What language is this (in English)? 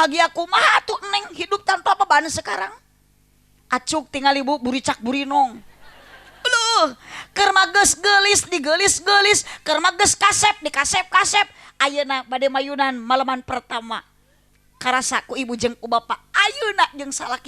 Sundanese